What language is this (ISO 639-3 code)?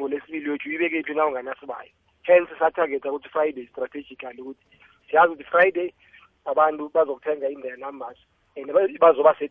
nbl